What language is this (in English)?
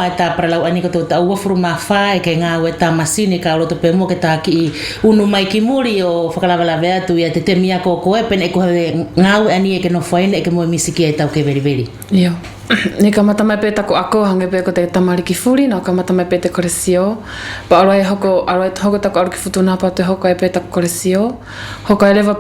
Wallisian